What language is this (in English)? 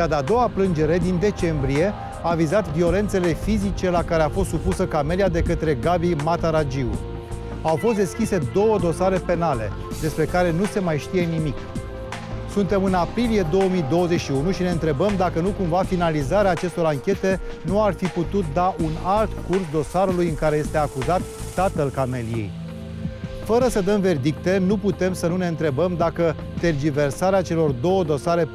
Romanian